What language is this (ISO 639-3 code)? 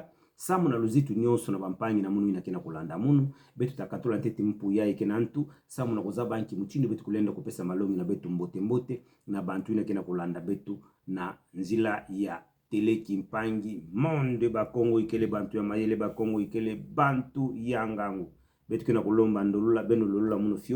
ktu